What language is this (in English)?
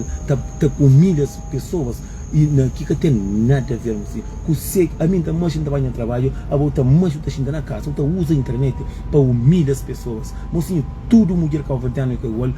Kabuverdianu